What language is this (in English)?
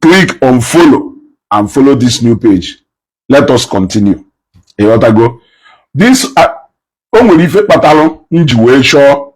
Igbo